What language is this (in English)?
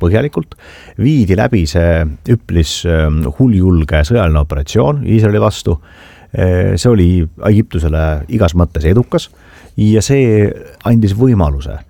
Estonian